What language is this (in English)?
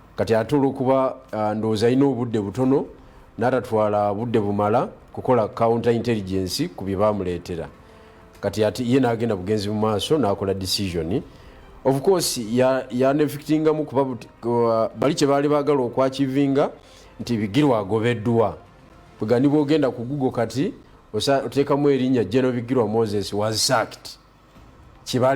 Ganda